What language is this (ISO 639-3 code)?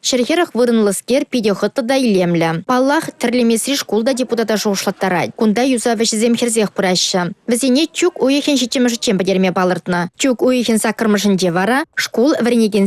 chv